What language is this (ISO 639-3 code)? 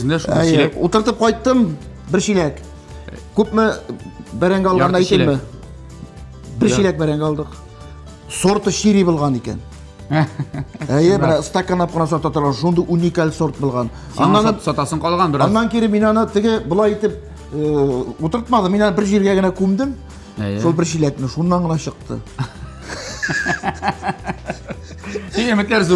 tat